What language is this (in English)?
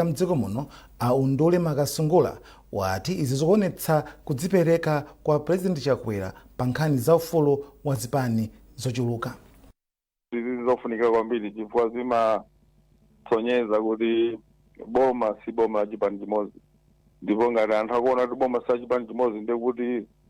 Nyanja